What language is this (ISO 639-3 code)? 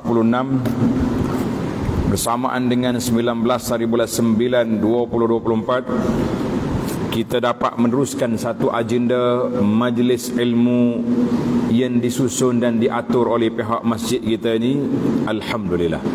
msa